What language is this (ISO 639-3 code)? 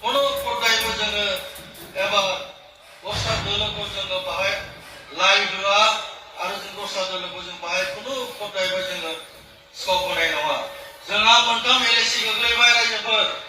brx